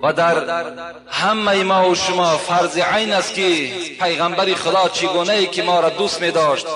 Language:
Tajik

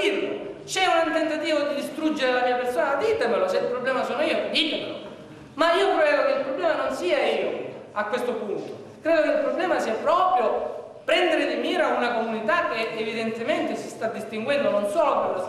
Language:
Italian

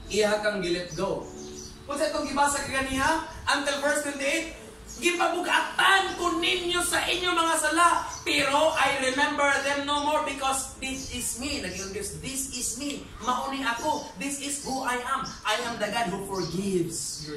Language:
Cebuano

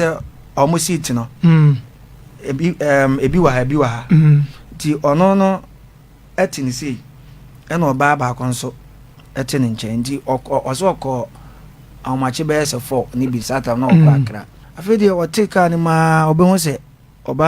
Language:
Akan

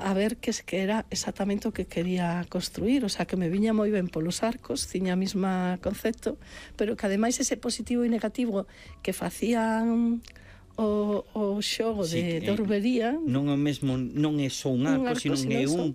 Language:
Galician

